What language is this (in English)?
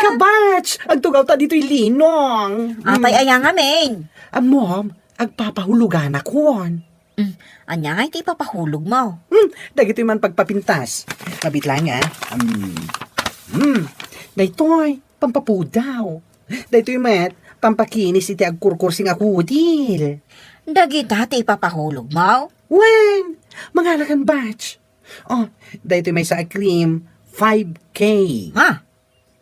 Iloko